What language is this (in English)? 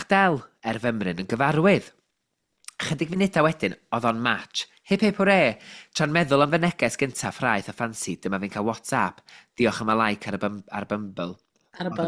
Welsh